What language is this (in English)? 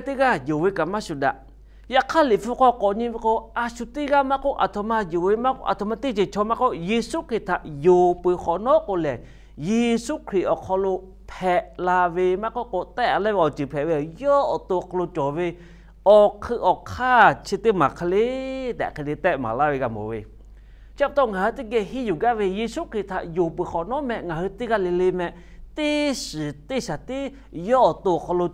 Lahu